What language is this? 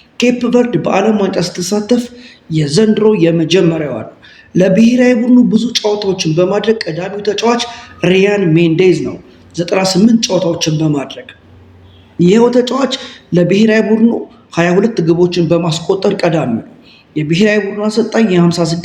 Amharic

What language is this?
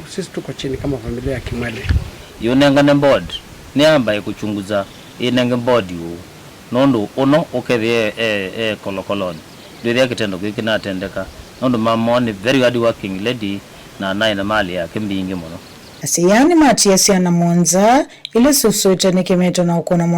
Kamba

